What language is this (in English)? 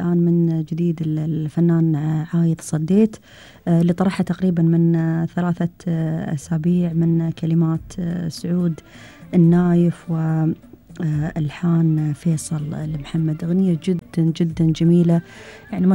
Gulf Arabic